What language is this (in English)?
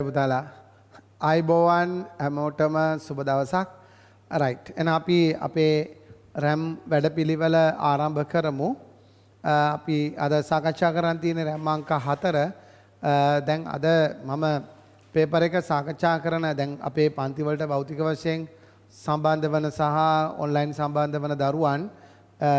Sinhala